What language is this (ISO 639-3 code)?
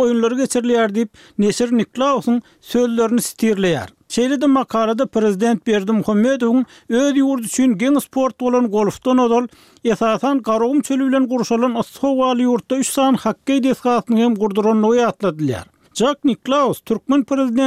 tuk